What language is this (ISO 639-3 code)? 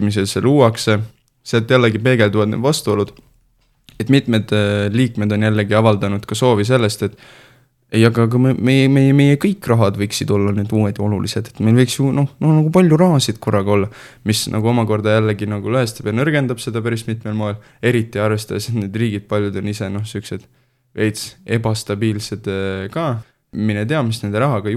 est